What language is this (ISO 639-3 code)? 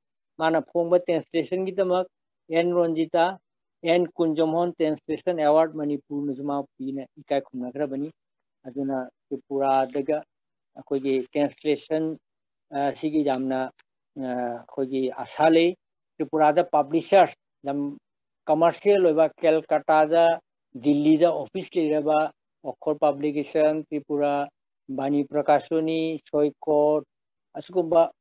mni